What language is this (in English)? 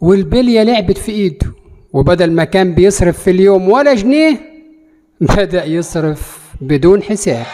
Egyptian Arabic